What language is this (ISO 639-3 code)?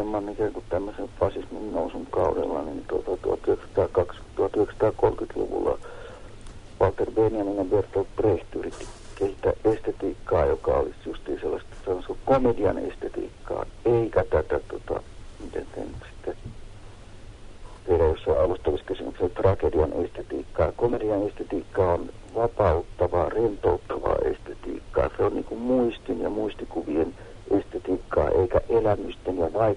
fin